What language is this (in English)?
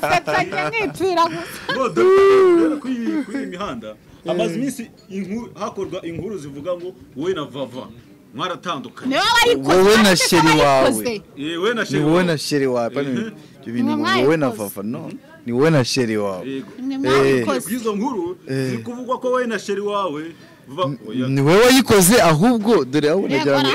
Kinyarwanda